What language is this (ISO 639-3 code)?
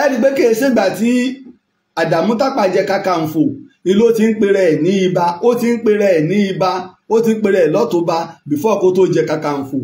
yor